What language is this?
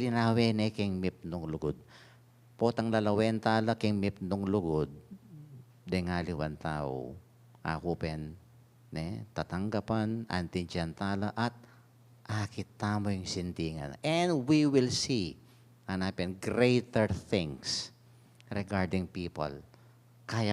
Pampanga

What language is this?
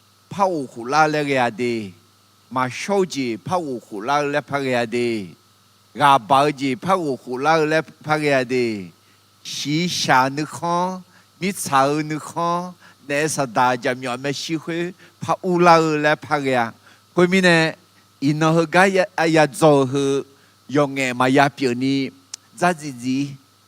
Akha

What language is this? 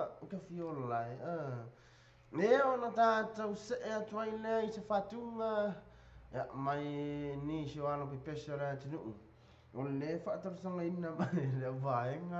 Samoan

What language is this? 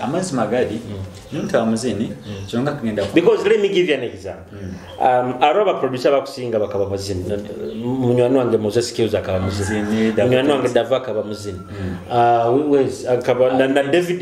Nyoro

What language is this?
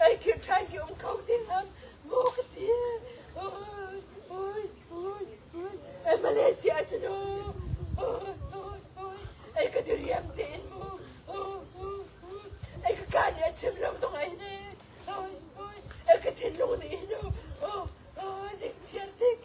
Hakha Chin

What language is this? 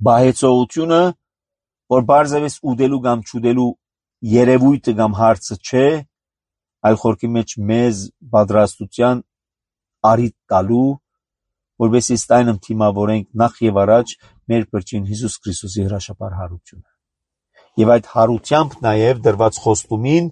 Armenian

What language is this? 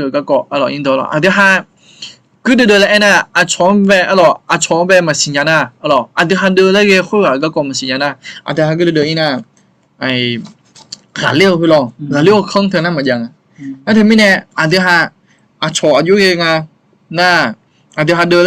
Akha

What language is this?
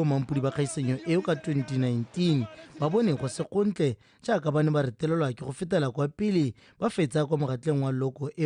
Tswana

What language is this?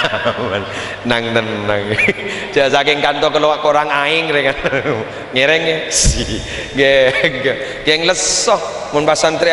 Madurese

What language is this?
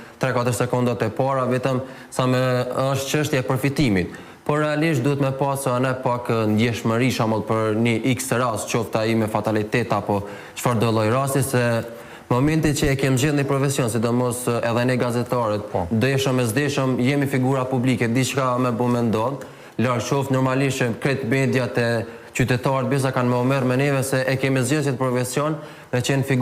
Albanian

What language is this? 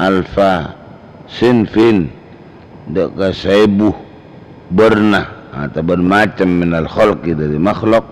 Madurese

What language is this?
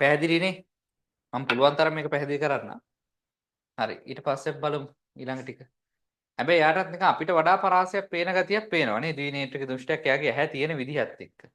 Sinhala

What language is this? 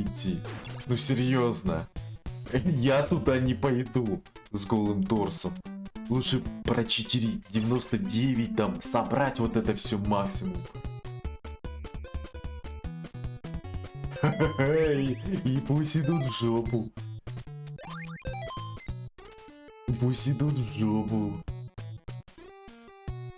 Russian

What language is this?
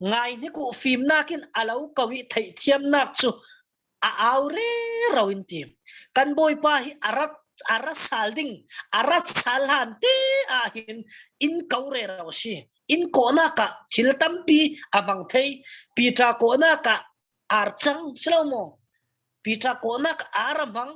Falam Chin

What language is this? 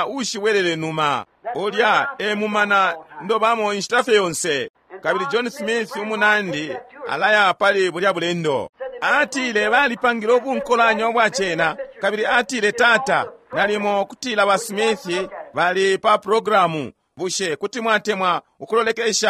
Bemba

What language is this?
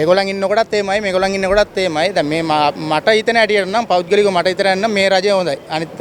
Sinhala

